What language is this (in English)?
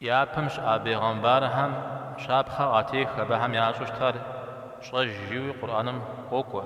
Kabardian